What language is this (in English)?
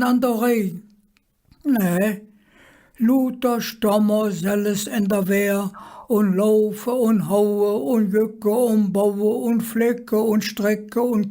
Colognian